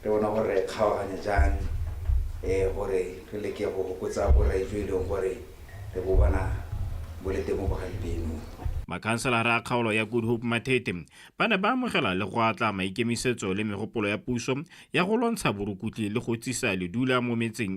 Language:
Tswana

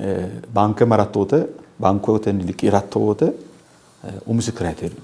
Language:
Sidamo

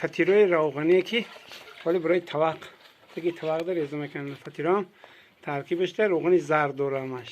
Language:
Tajik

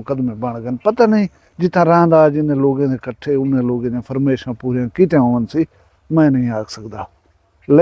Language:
Saraiki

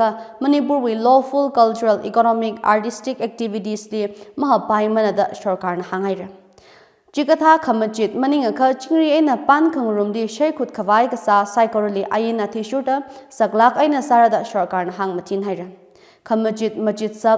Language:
Tangkhul Naga (India)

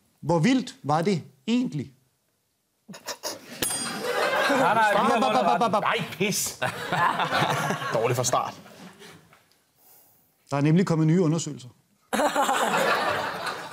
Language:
Danish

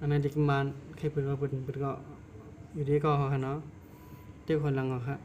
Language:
Shan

